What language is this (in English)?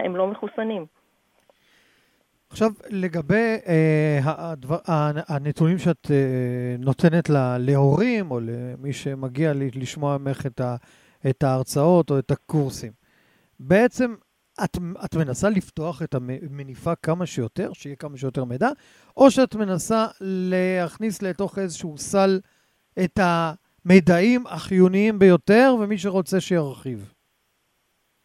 Hebrew